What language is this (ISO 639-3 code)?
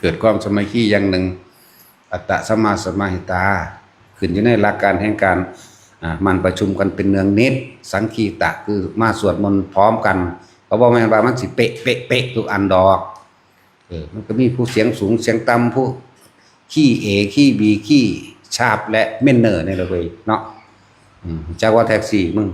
tts